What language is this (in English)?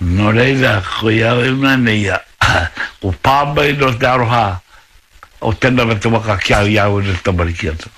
Māori